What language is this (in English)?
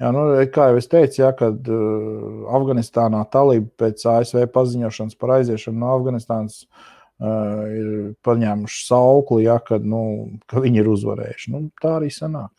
Latvian